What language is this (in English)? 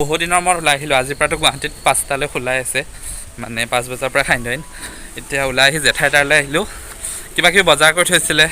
Assamese